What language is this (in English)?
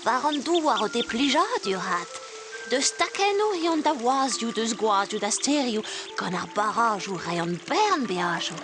Breton